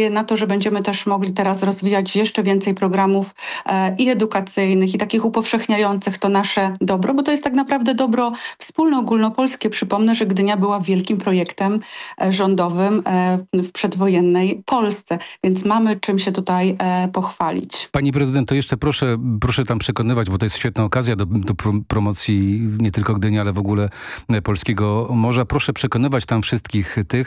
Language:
Polish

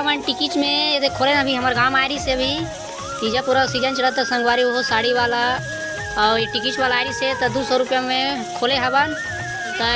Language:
Chhattisgarhi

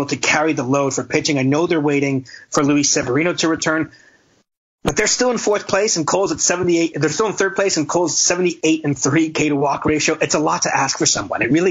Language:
English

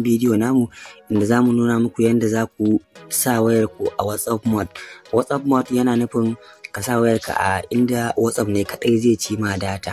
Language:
Hausa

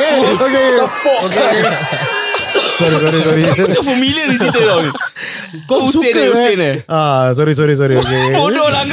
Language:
Malay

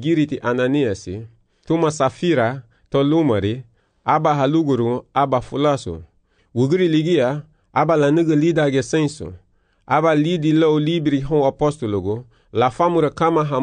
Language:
Garifuna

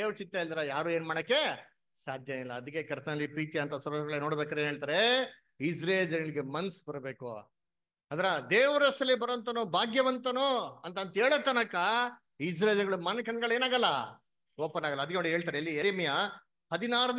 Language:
Kannada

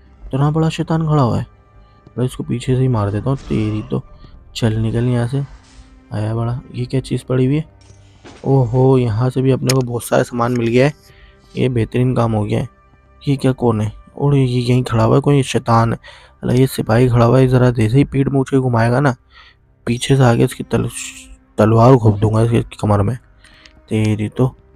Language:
Hindi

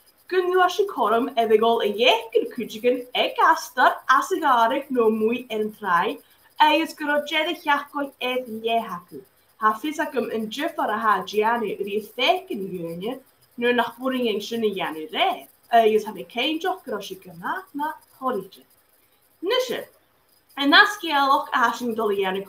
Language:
Scottish Gaelic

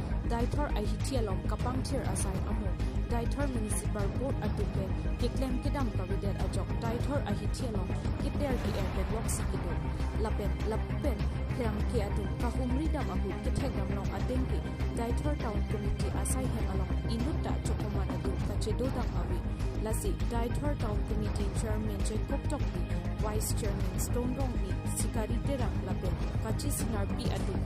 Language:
Karbi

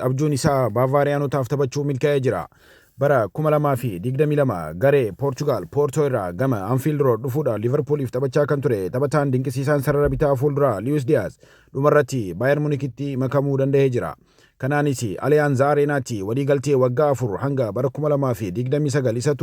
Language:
Oromo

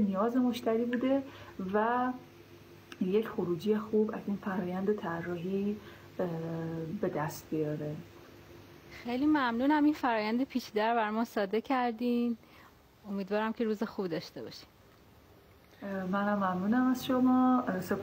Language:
Persian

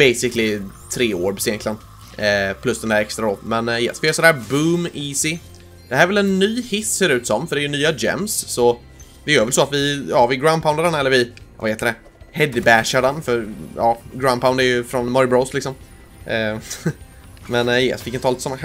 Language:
Swedish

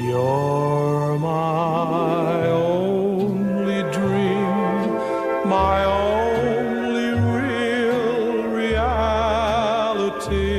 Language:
Bikol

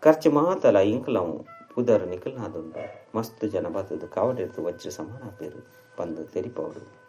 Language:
Tulu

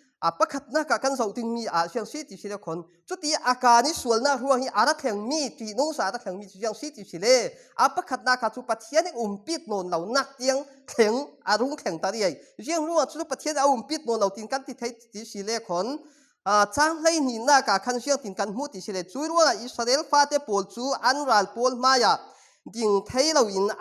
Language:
Falam Chin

